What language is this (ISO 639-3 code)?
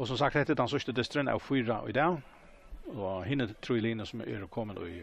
fao